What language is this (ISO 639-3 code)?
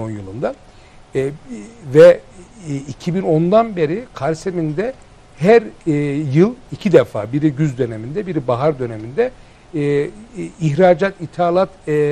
tur